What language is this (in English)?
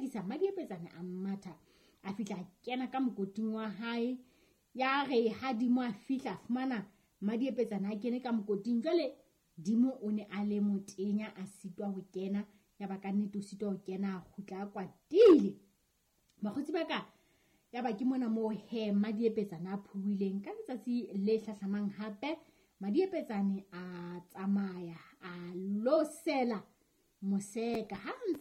Southern Sotho